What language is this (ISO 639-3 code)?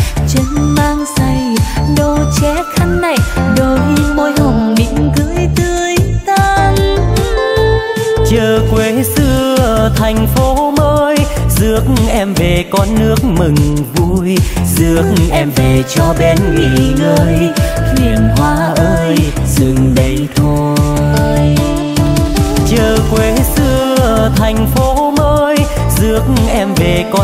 vie